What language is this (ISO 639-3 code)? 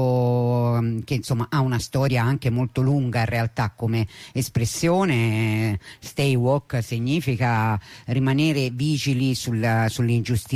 ita